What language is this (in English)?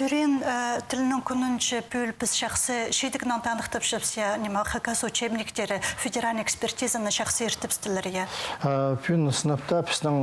Khakas